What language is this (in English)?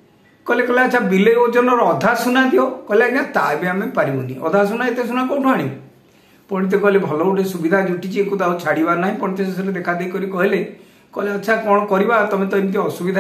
Odia